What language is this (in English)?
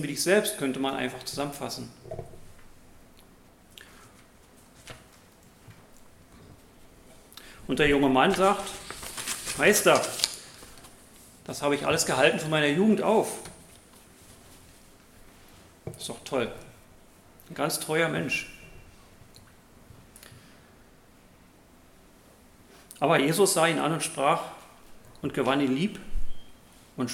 German